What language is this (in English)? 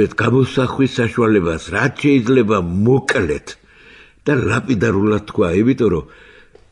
Georgian